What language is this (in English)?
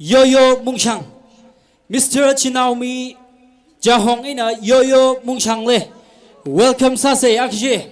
Tangkhul Naga (India)